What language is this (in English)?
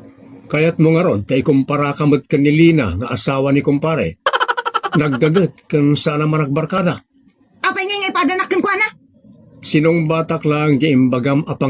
Iloko